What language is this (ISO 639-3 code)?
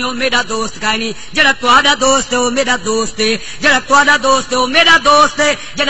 skr